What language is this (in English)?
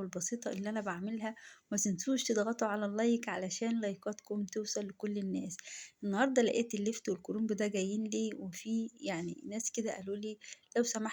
Egyptian Arabic